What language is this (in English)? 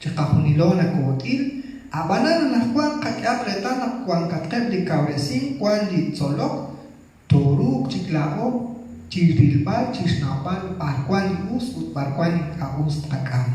Kekchí